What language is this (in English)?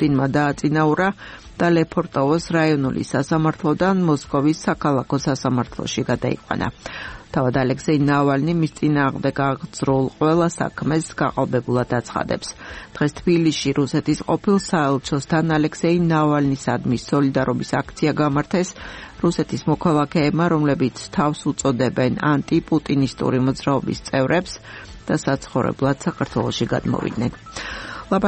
Georgian